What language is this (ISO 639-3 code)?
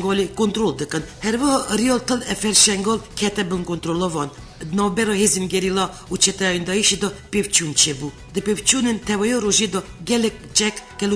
kur